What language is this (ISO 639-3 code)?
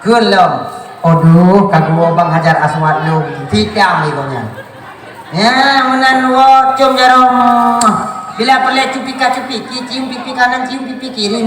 ace